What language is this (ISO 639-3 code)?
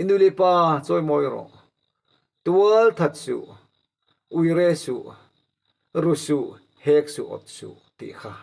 lus